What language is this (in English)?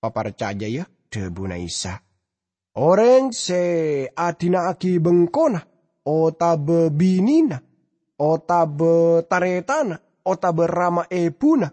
Madurese